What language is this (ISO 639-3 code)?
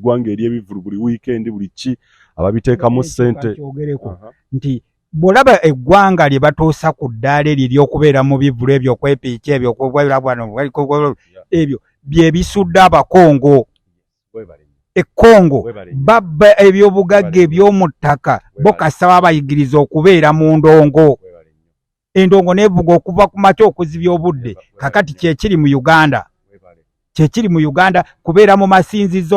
lug